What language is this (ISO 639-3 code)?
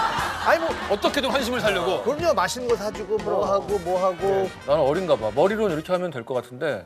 kor